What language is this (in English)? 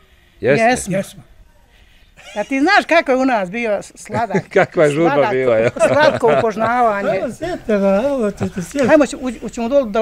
Bosnian